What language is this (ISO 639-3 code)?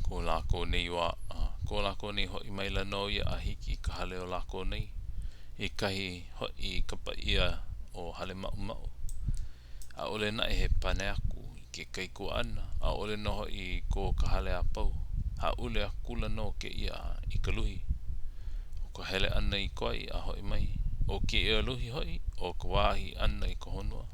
haw